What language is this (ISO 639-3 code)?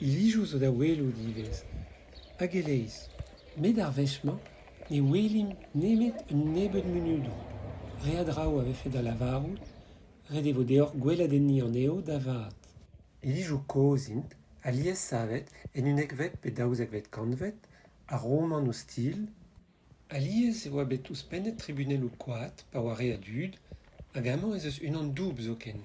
bre